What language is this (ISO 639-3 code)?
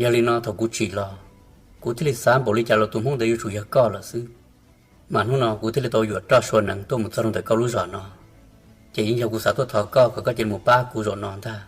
hmn